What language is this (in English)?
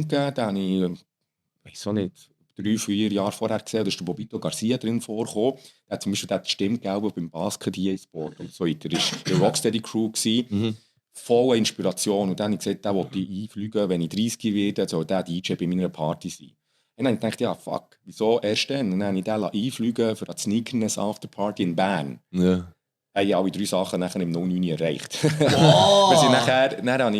Swiss German